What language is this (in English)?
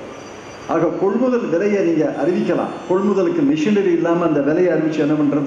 Tamil